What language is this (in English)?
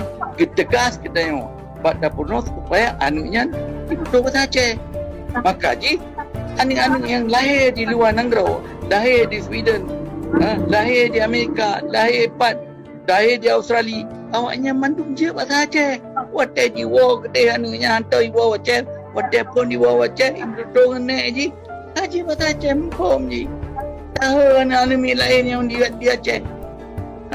Achinese